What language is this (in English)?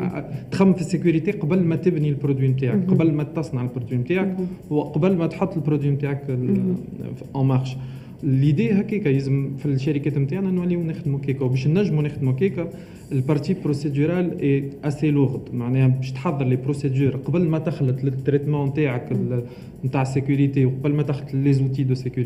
Tunisian Arabic